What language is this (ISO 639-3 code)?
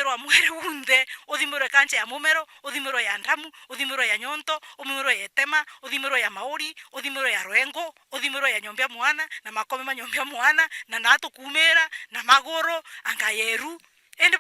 mer